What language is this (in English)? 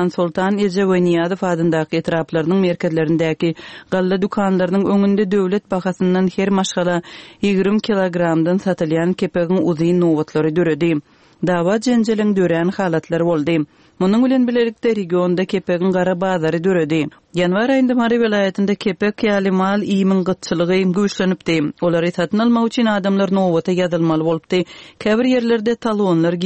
Turkmen